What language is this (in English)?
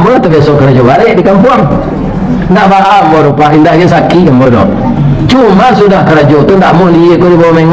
Minangkabau